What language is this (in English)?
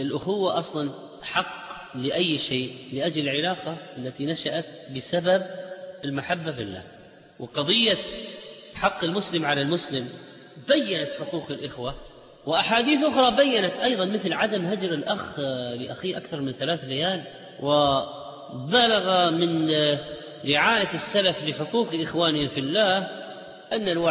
Arabic